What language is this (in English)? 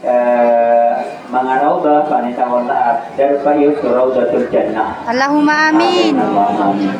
Maranao